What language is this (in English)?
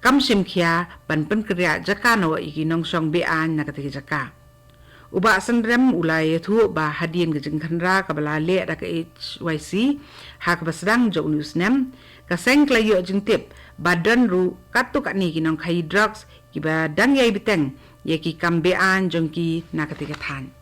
Khasi